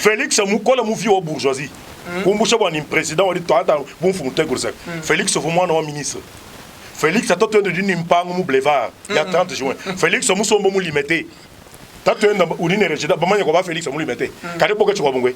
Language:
Luba-Lulua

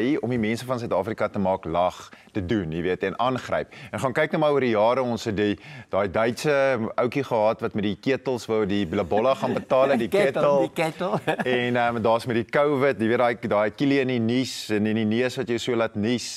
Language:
Afrikaans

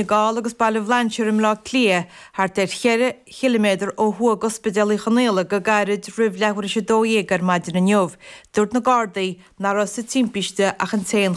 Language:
Irish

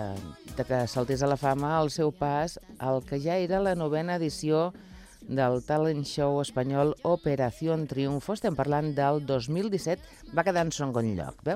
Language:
Catalan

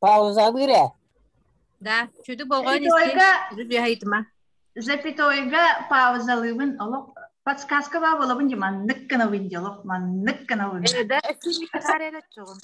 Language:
Yakut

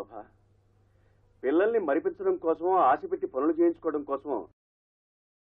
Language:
Telugu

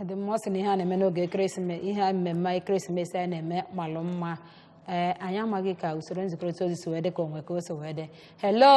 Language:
Igbo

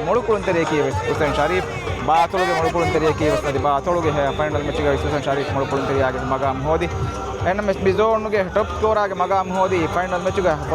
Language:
Divehi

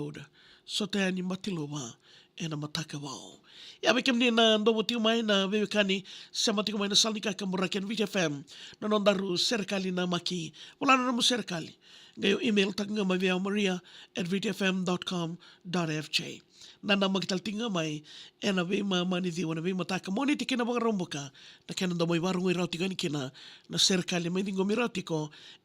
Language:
Fijian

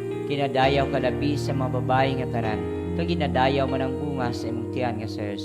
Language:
Hiligaynon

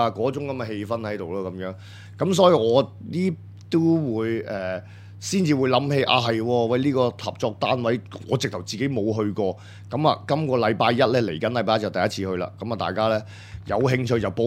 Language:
Cantonese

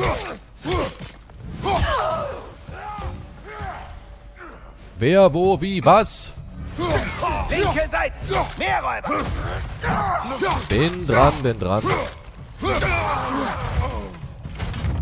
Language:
German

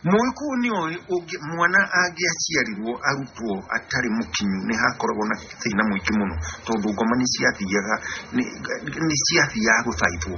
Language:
Kikuyu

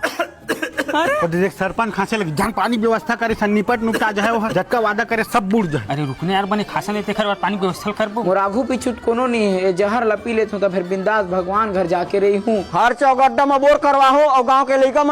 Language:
Chhattisgarhi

